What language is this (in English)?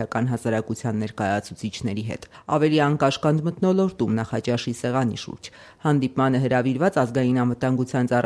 Armenian